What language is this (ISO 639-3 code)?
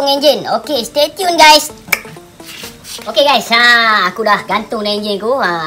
msa